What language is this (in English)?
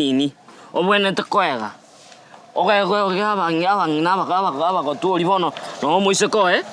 Gusii